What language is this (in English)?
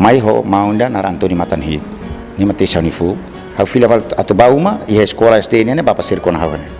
Tetum